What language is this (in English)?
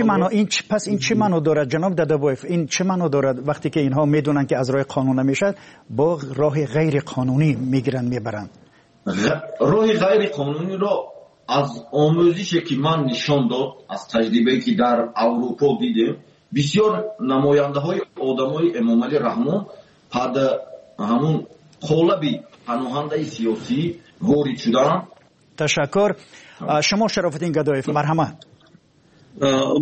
Tajik